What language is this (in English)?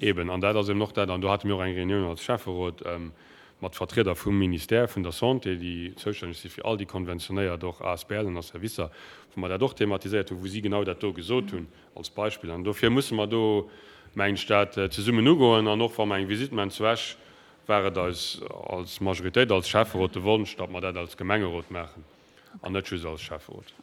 Luxembourgish